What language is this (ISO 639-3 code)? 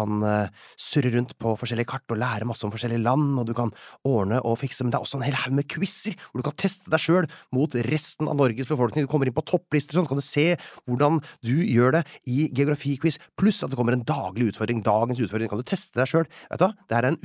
nor